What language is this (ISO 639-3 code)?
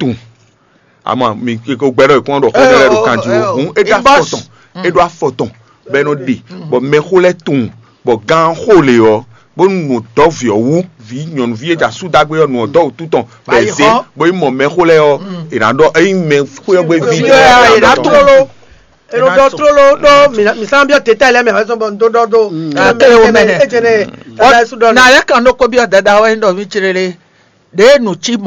fon